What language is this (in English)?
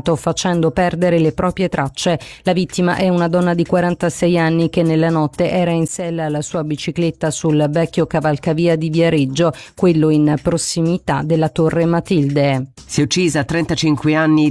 Italian